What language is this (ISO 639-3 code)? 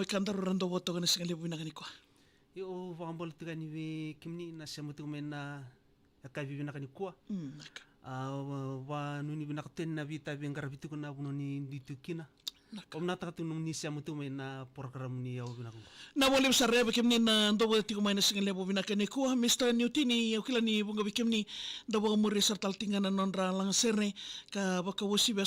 fij